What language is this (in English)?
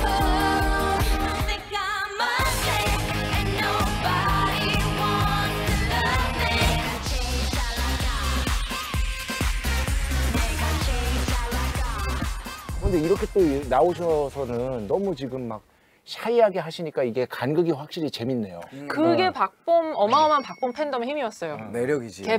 Korean